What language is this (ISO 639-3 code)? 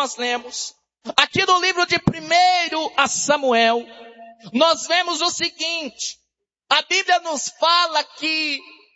por